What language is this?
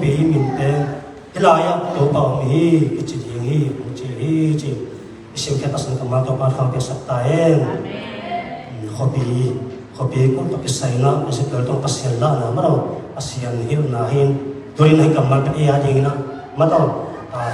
Tedim Chin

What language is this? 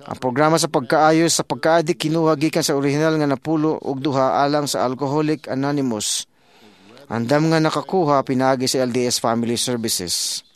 Cebuano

